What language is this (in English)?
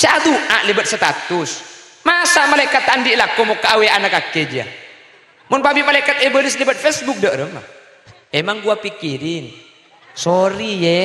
Madurese